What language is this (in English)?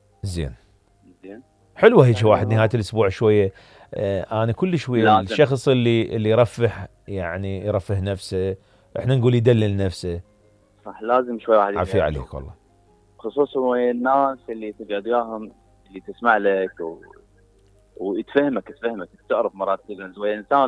Mesopotamian Arabic